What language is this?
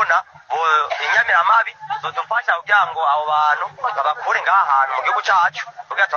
Rundi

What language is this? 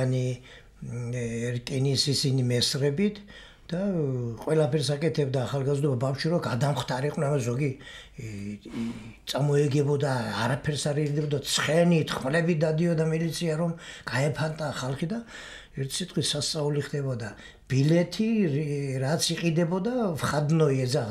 Georgian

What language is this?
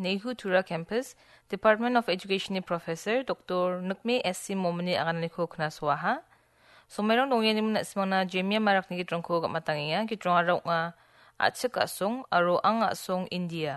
Garo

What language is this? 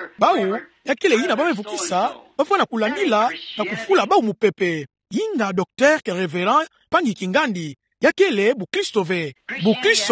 Kituba (Democratic Republic of Congo)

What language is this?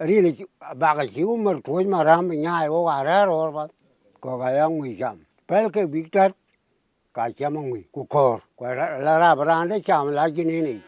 Dinka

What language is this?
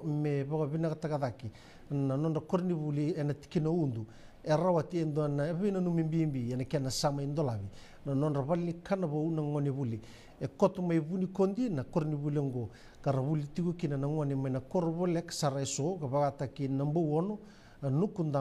Fijian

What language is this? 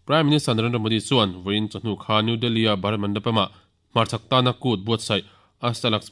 Mizo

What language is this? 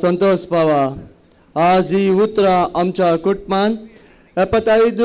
Konkani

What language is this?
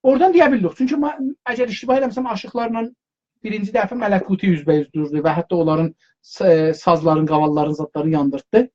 South Azerbaijani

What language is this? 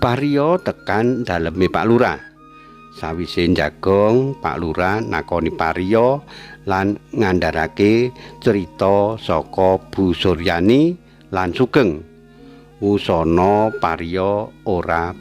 Javanese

